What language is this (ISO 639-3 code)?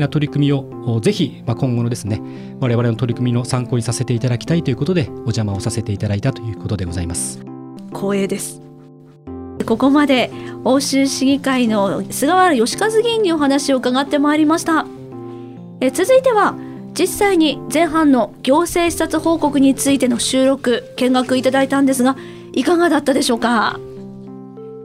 jpn